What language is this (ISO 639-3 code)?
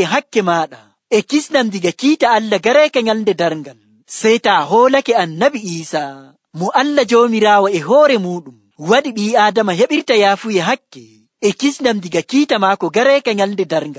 fuv